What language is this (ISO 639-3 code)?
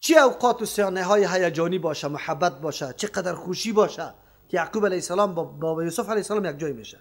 fas